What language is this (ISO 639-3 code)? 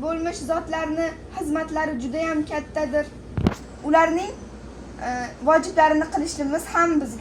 uzb